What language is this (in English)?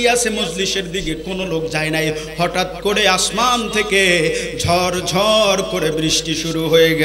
Bangla